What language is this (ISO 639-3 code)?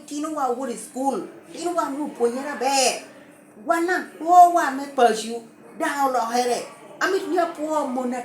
laj